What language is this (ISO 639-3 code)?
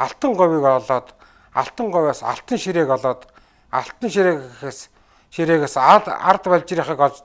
mon